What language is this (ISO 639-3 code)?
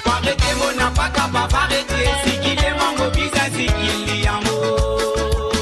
mfe